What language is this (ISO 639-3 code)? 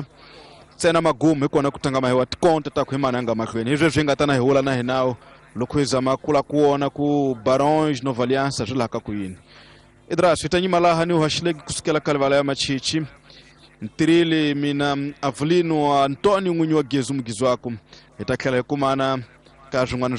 tso